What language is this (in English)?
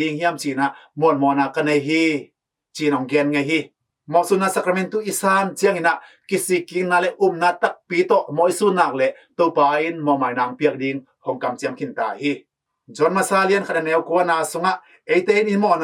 Tedim Chin